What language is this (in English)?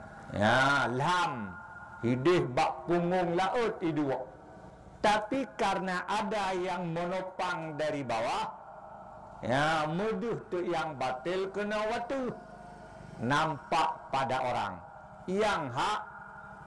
Achinese